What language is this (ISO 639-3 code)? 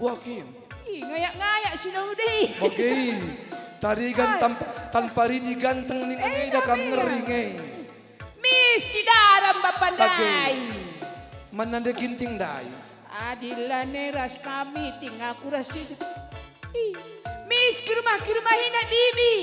btx